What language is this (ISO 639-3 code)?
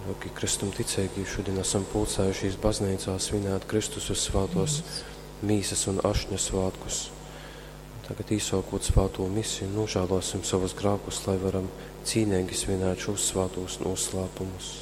ltg